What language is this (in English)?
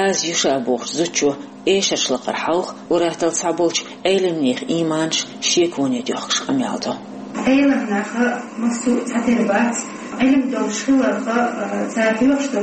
Chechen